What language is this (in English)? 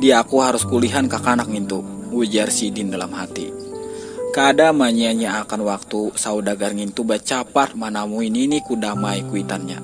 Banjar